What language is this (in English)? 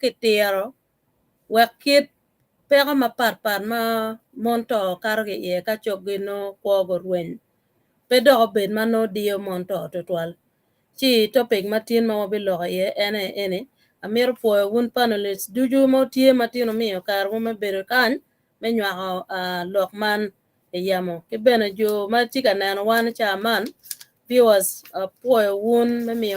Acoli